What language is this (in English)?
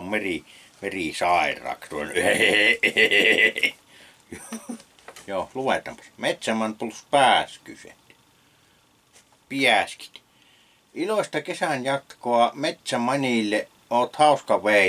Finnish